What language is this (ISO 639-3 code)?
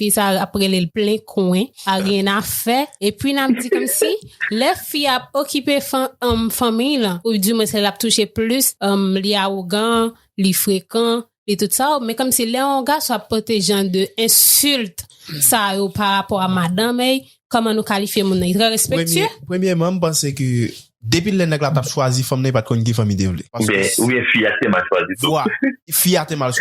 hat